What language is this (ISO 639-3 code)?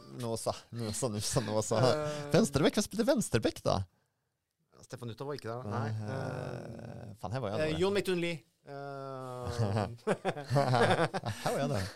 nor